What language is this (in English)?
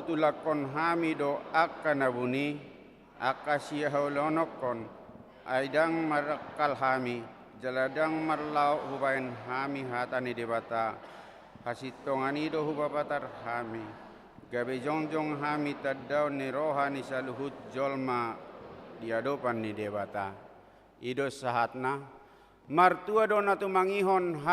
Batak Toba